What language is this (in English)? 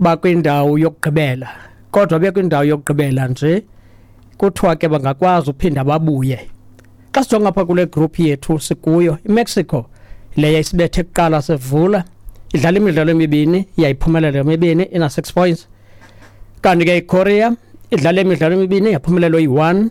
Xhosa